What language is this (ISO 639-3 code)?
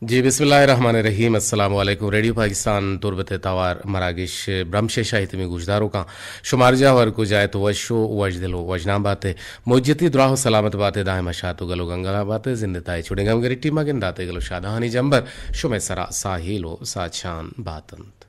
bal